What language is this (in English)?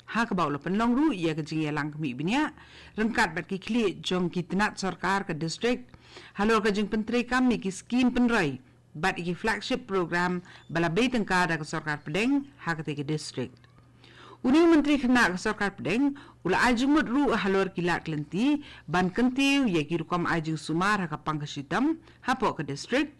Khasi